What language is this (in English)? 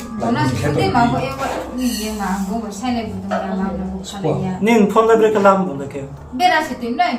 Riang (India)